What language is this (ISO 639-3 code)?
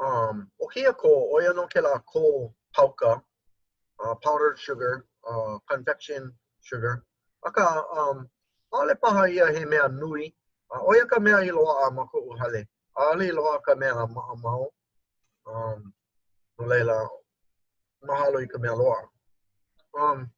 haw